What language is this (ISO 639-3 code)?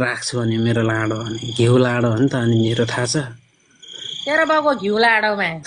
nep